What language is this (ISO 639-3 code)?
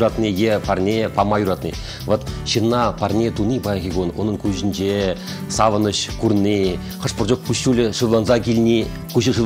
chv